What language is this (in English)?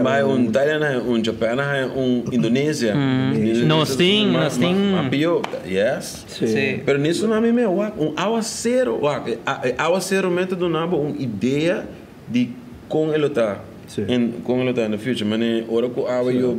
Papiamento